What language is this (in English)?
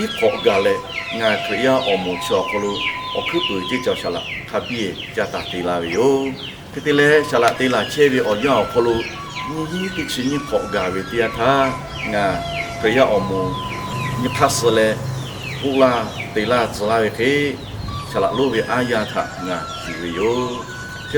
Lahu